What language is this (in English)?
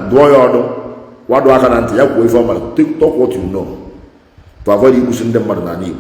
Igbo